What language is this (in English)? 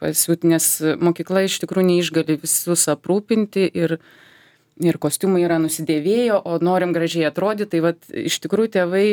Lithuanian